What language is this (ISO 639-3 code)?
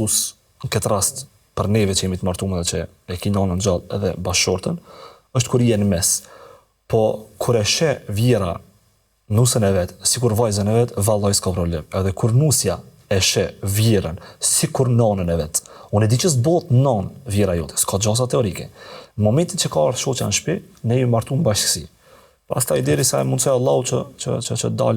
sqi